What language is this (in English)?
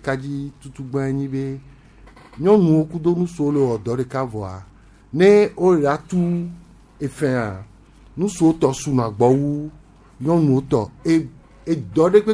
Gen